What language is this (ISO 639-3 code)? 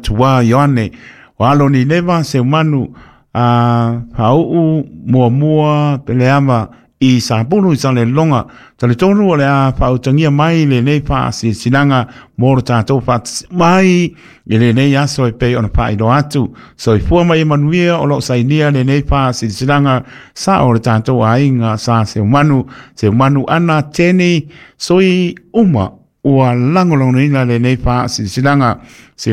smo